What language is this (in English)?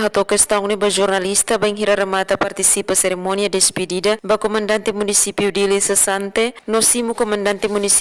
Tetum